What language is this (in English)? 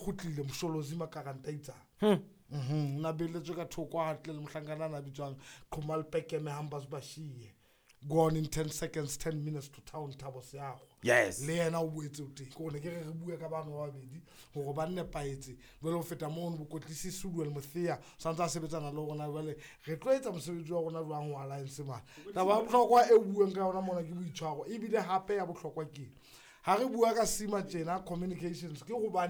Southern Sotho